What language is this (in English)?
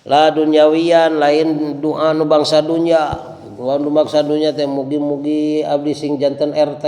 Sundanese